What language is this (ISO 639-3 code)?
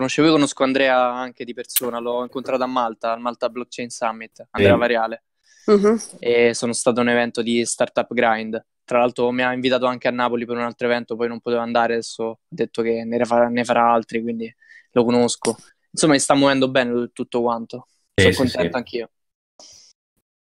ita